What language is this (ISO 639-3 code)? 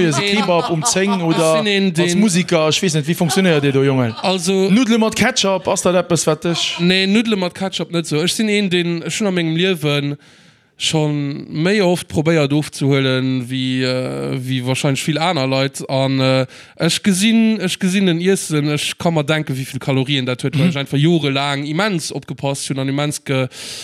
ltz